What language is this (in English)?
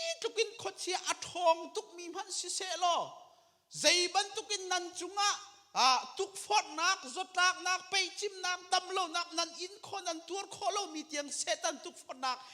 Hakha Chin